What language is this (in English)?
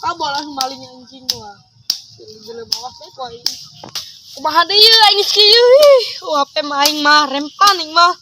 Sundanese